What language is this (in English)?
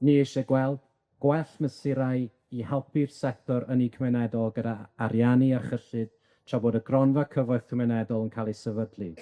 Welsh